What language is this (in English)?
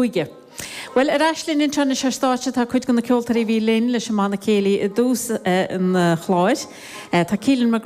Irish